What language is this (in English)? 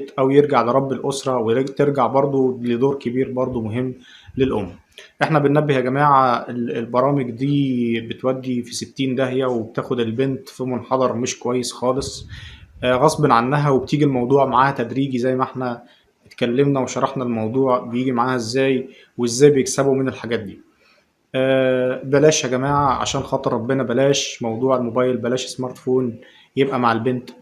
Egyptian Arabic